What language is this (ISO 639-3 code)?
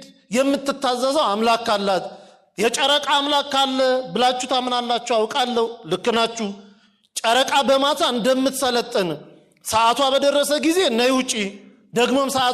amh